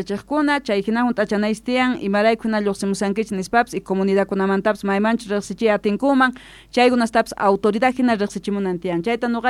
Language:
South Bolivian Quechua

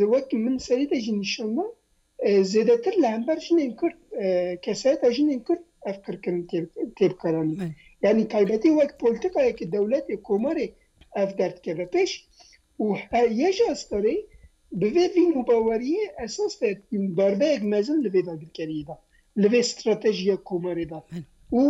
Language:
Kurdish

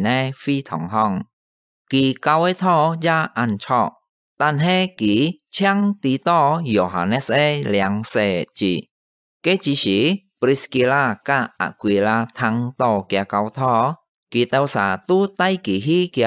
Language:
Hakka Chinese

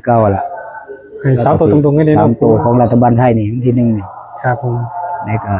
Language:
Northeastern Thai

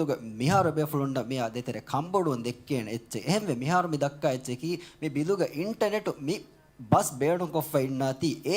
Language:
Divehi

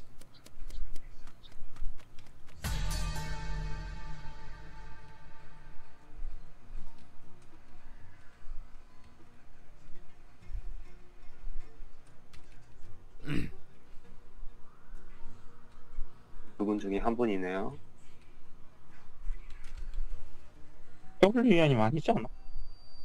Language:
Korean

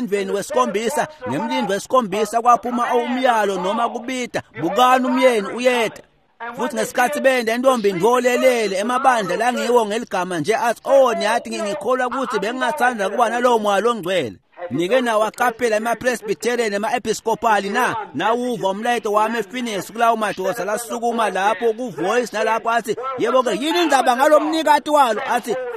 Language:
Swati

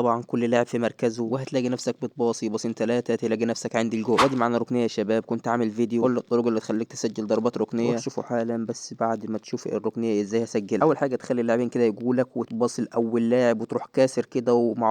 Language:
Egyptian Arabic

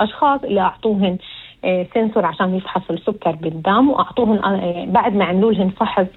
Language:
North Levantine Arabic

